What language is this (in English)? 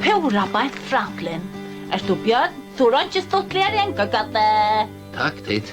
Faroese